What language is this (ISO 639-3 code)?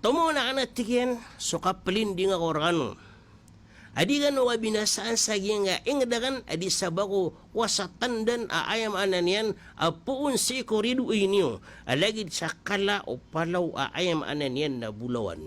mrw